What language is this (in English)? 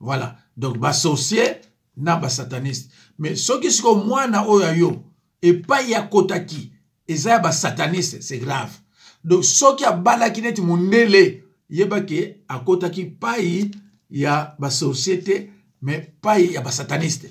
Lingala